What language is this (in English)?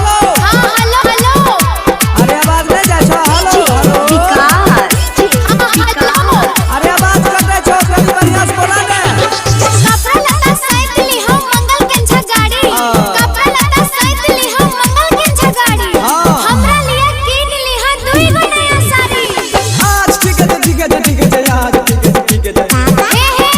Maithili